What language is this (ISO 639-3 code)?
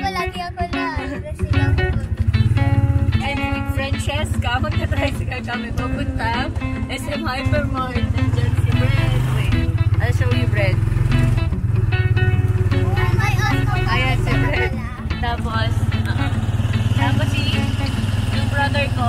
fil